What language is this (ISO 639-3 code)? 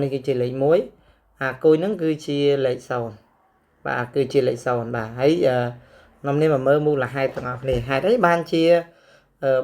khm